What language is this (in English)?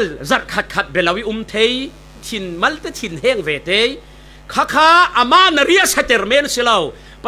Falam Chin